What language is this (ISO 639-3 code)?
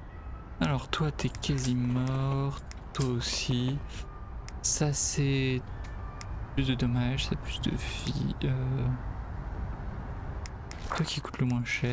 fra